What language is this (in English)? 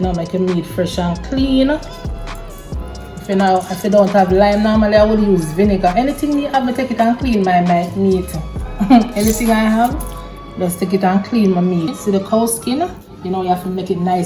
Jamaican Creole English